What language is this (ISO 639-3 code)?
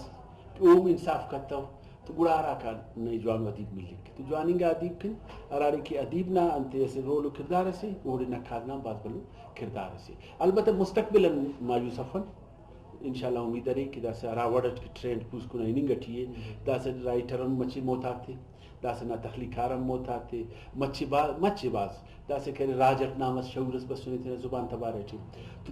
brh